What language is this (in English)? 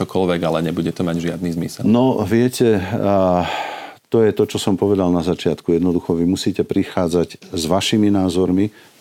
Slovak